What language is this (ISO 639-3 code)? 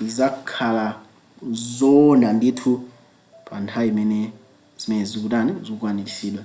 nya